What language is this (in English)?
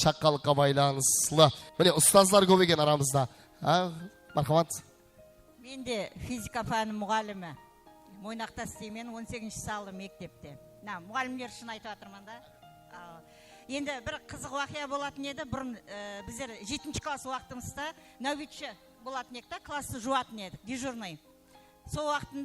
Kara-Kalpak